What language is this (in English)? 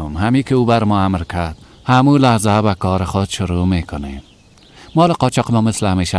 Persian